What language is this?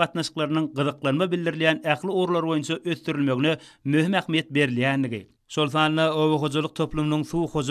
Turkmen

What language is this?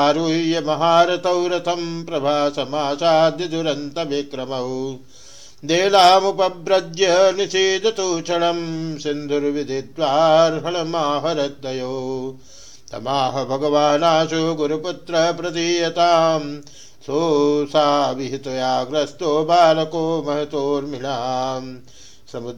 Sanskrit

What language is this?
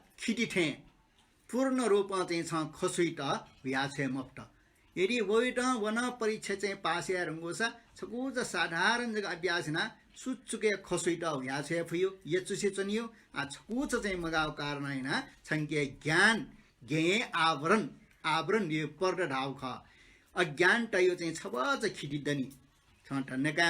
Newari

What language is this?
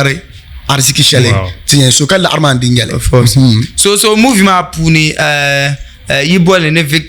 Dagbani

